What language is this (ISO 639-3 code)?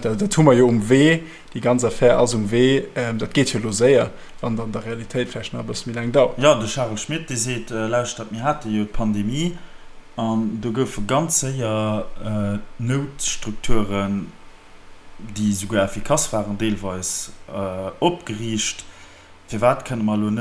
ltz